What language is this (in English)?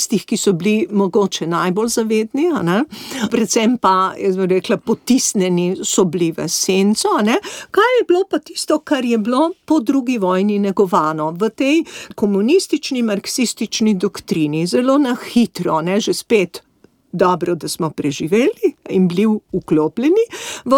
Slovenian